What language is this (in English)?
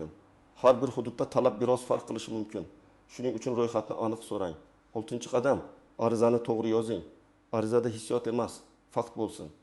Uzbek